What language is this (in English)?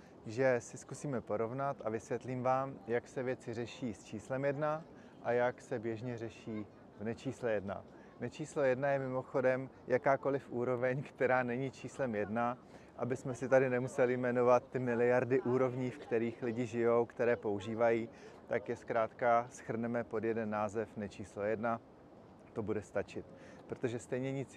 Czech